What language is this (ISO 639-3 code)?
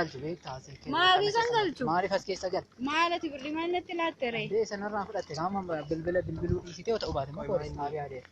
orm